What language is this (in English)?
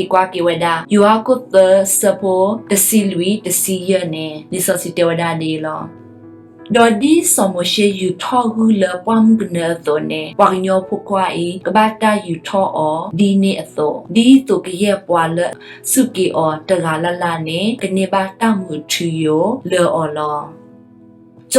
S'gaw Karen